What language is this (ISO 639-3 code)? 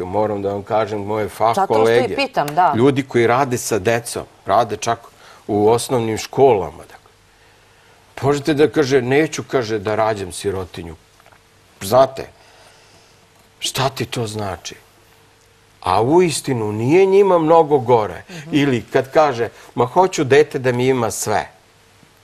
srp